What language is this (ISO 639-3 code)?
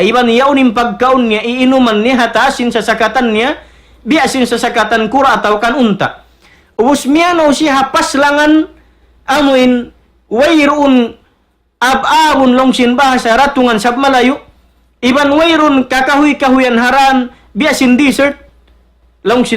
tsg